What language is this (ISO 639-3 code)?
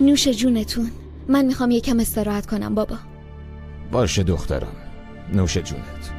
fas